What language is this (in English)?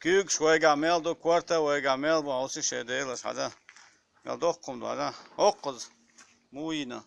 Chechen